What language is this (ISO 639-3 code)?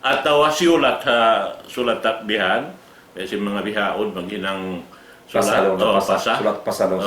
tsg